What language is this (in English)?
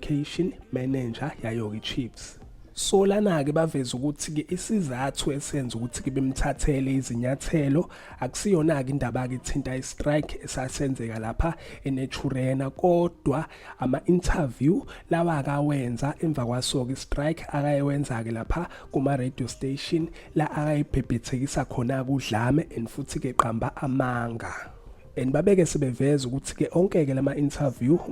Zulu